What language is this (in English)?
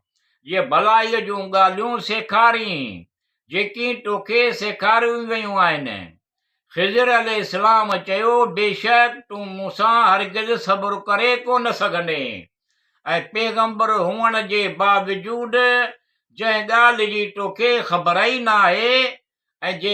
Sindhi